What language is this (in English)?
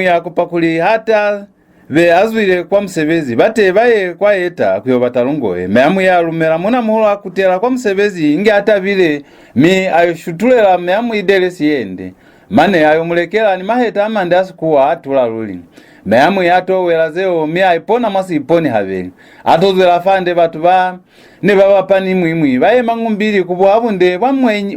Lozi